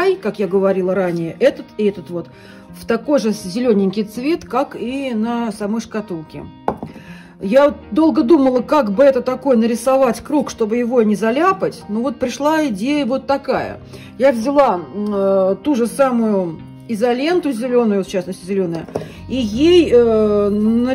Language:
Russian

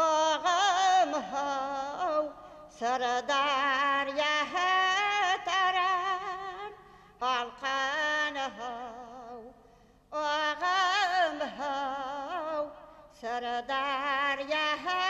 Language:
Bashkir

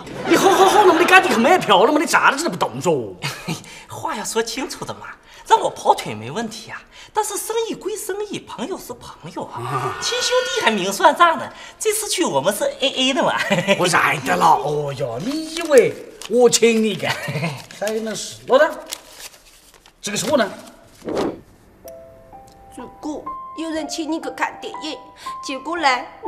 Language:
Chinese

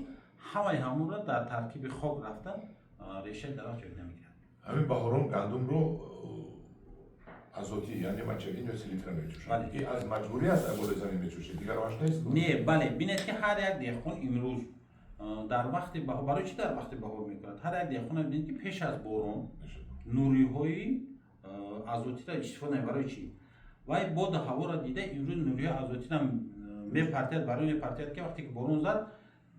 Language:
Tajik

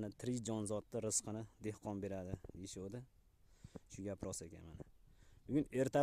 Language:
Uzbek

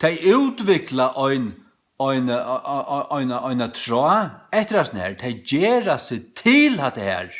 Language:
Faroese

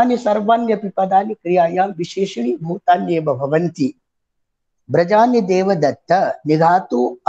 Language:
Sanskrit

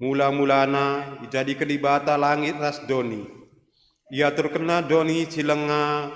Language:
Batak Karo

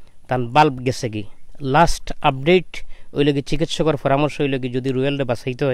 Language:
Sylheti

